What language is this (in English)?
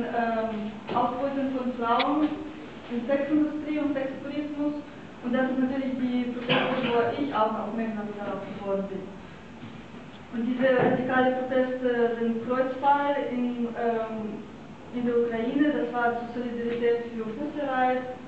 German